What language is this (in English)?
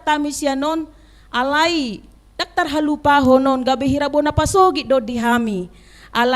Batak Toba